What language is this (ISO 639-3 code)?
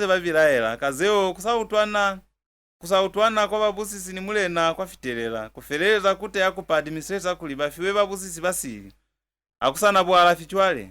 loz